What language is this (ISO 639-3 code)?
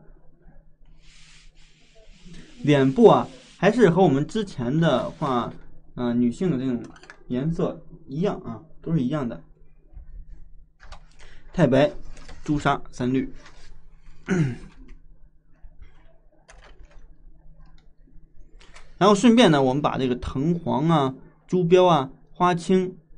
zho